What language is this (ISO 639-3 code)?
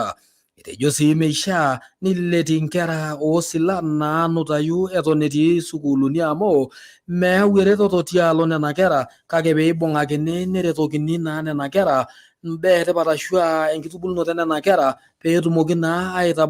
mas